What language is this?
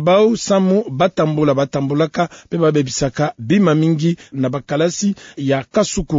Kituba (Democratic Republic of Congo)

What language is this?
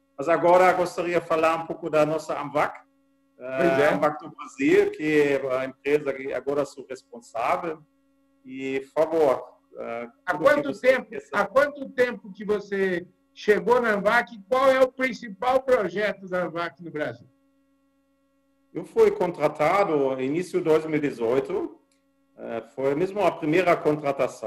Portuguese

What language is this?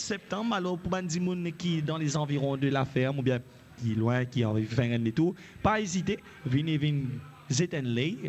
Morisyen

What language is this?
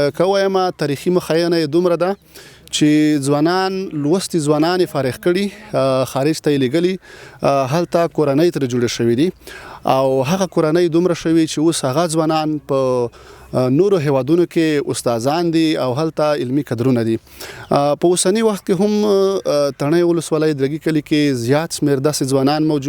Pashto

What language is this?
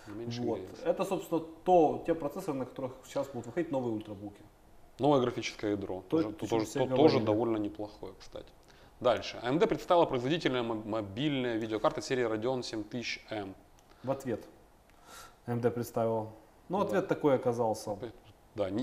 Russian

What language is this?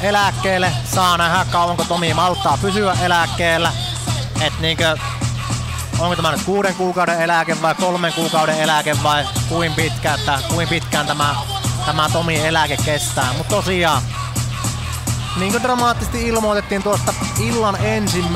Finnish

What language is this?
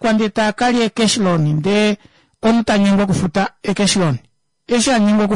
Kuanyama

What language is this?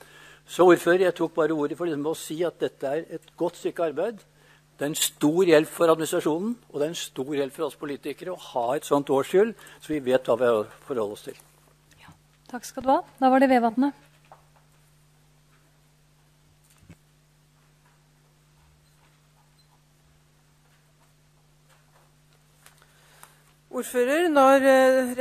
Norwegian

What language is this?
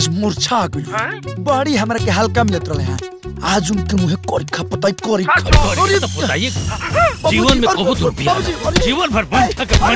Bhojpuri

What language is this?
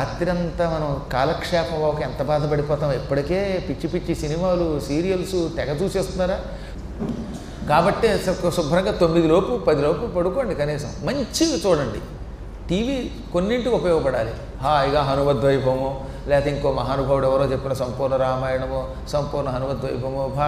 Telugu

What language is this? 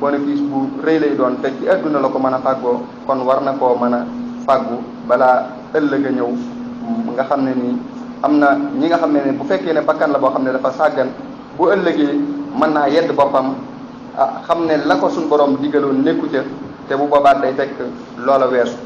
Wolof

